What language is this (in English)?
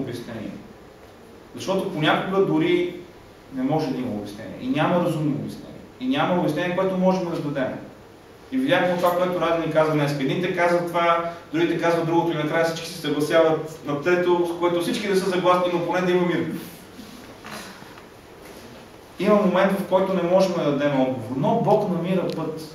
Bulgarian